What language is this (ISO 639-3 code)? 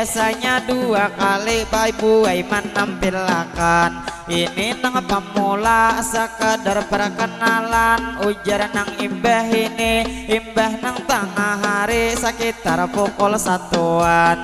bjn